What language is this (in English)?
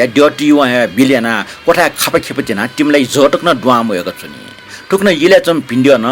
Newari